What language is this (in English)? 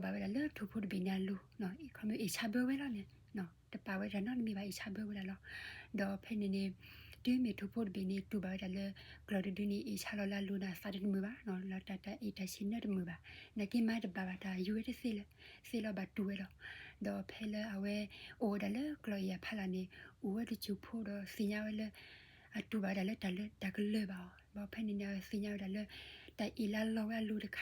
S'gaw Karen